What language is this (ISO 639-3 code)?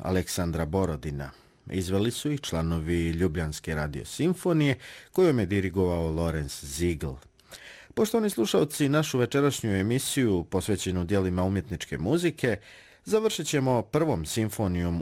srp